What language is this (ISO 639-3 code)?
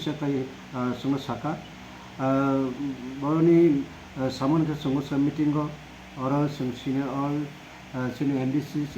trp